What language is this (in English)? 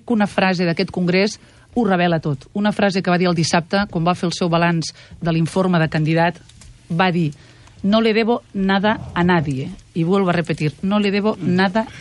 Catalan